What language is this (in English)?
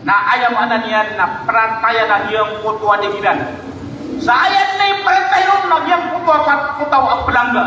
Maranao